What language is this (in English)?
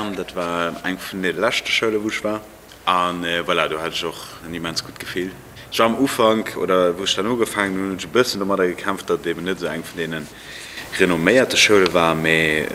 Luxembourgish